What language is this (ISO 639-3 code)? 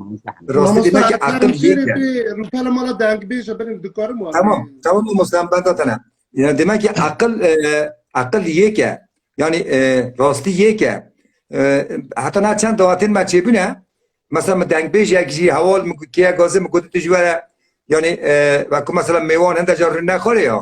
kur